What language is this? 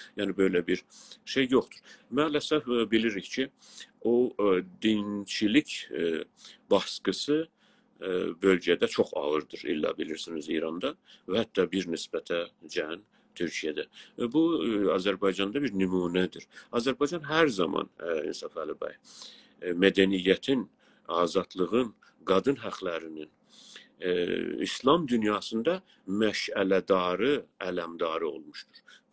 South Azerbaijani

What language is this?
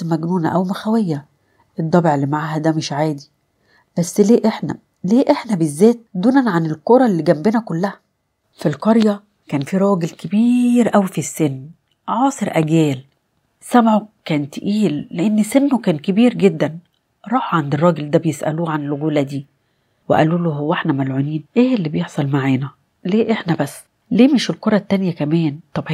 Egyptian Arabic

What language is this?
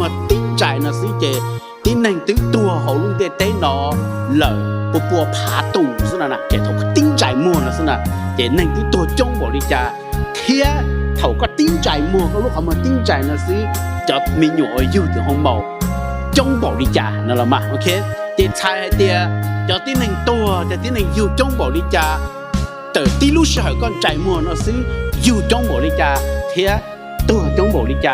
Hmong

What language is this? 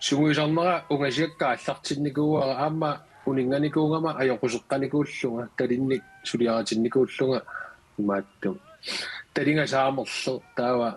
Kalaallisut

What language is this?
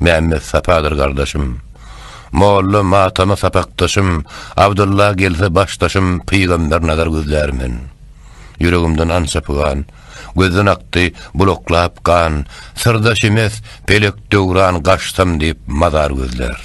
Turkmen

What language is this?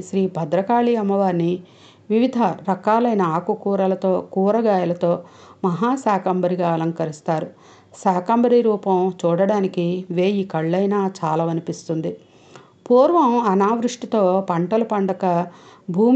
Telugu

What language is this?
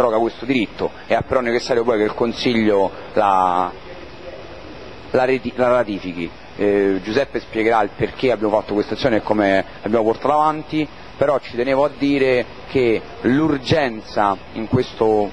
Italian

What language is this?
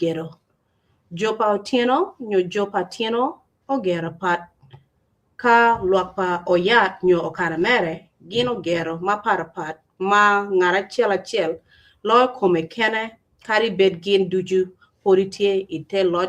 Acoli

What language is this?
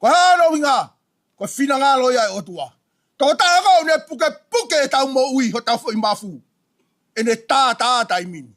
Tongan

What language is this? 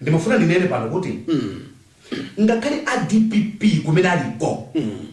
Nyanja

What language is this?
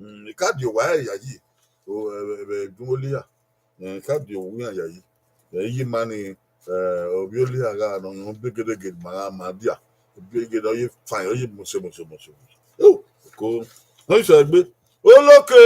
Bini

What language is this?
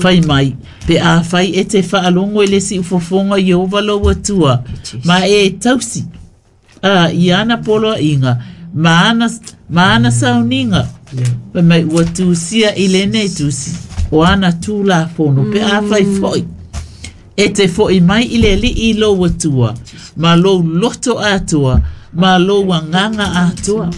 Samoan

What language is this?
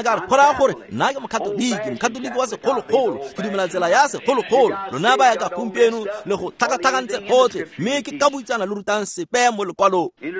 Tswana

